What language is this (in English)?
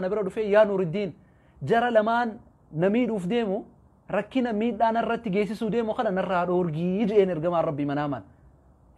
Oromo